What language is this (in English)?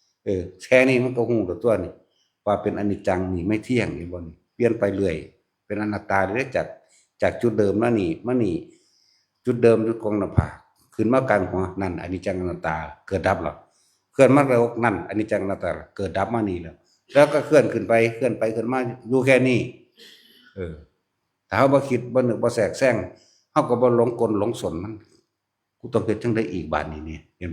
Northeastern Thai